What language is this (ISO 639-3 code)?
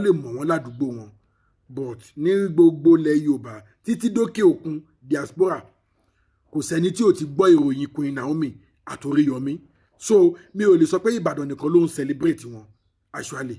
yor